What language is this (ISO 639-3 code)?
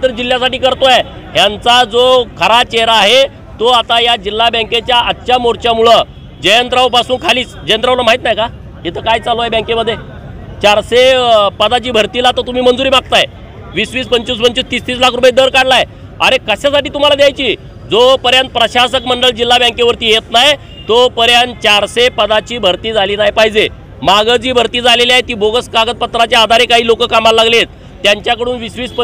mar